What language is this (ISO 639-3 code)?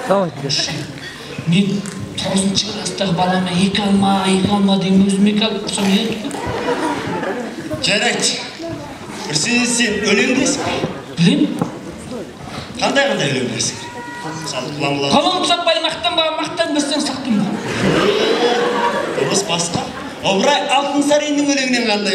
kaz